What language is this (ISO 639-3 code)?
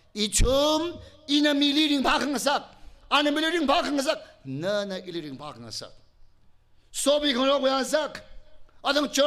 nmf